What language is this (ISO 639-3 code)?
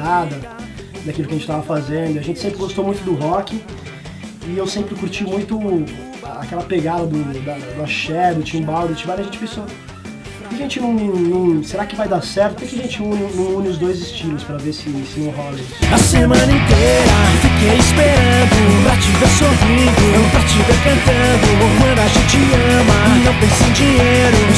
por